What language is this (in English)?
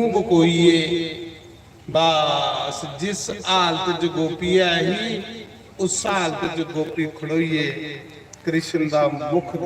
Dogri